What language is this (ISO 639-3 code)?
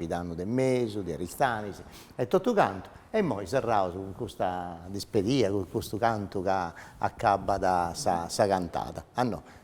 srd